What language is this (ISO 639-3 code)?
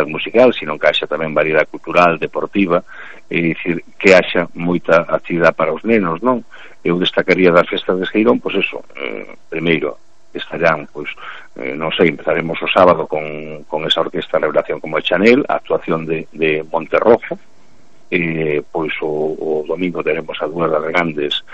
glg